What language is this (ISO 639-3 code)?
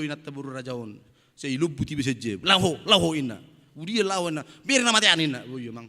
bbc